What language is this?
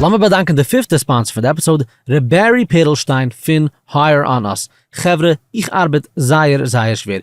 Yiddish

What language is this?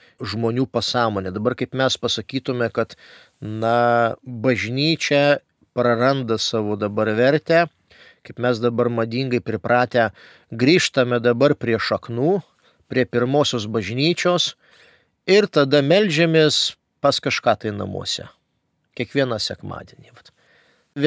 Lithuanian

